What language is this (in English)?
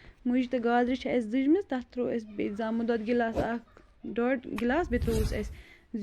Kashmiri